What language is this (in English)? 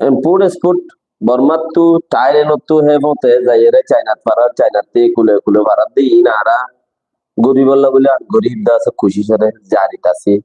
Rohingya